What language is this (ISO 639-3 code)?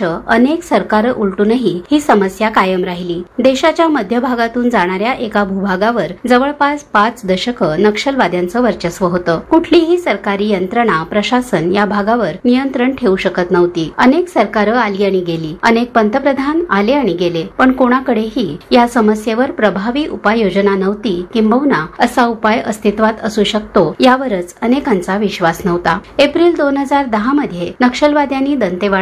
mar